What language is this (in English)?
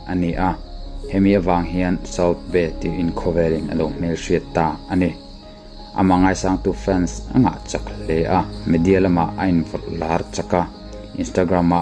Mizo